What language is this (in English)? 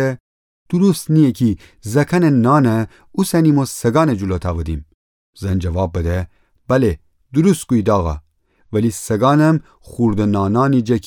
Gilaki